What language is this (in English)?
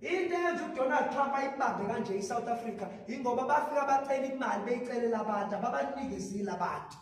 Zulu